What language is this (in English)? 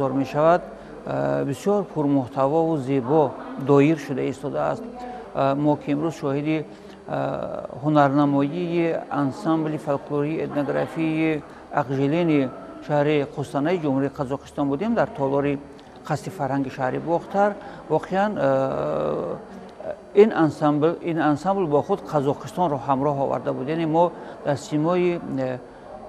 Tajik